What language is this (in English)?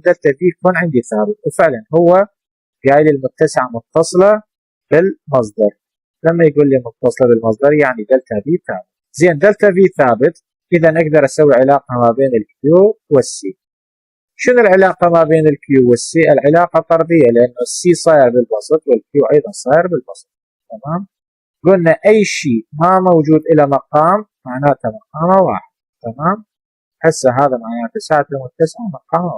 Mesopotamian Arabic